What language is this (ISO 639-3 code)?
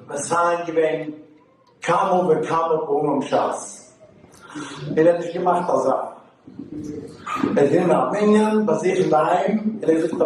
yid